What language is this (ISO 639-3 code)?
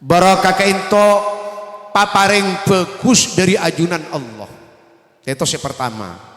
mad